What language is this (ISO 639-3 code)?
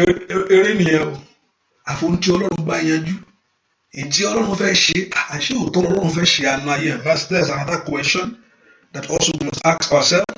yor